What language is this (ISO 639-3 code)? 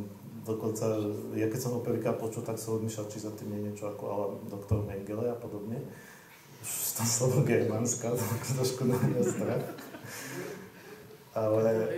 slk